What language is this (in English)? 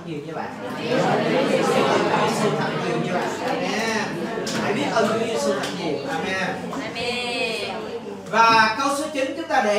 Vietnamese